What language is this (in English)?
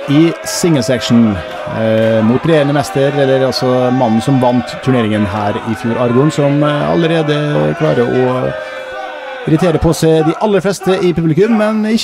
Norwegian